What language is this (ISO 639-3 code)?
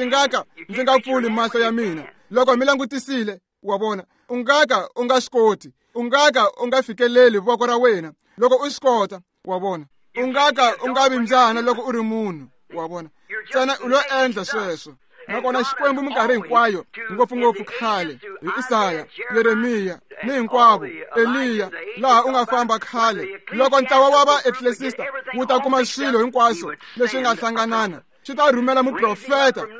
tso